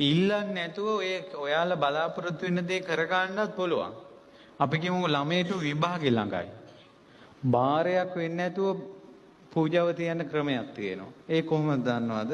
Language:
Sinhala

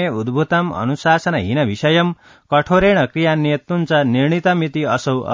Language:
Sanskrit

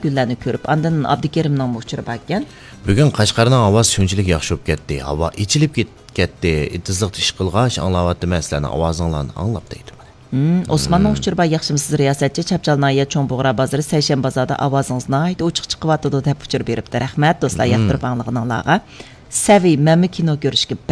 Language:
Uyghur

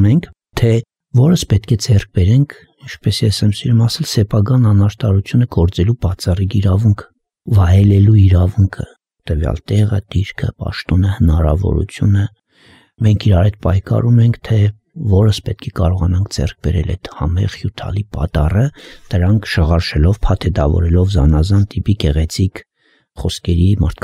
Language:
Armenian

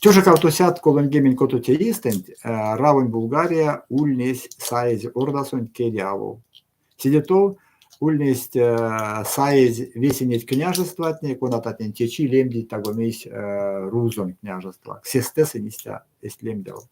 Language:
Erzya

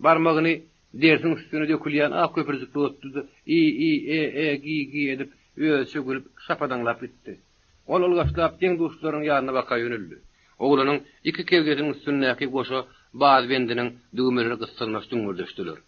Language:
Turkmen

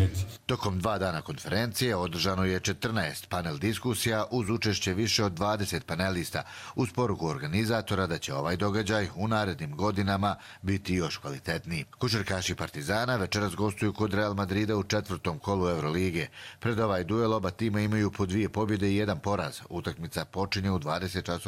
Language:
Croatian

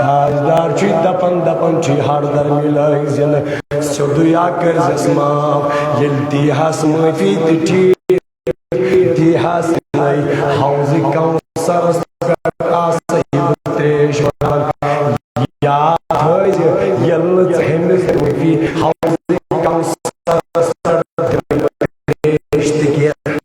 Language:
Kashmiri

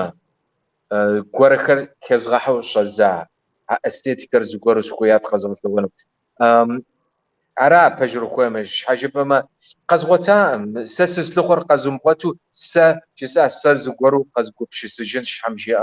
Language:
Kabardian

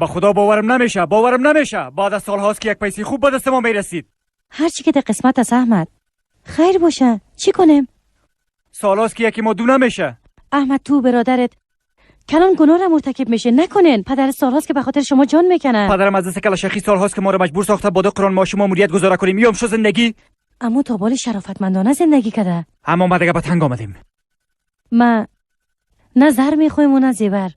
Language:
Persian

